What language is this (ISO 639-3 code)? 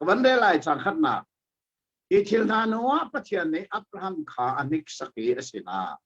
cnh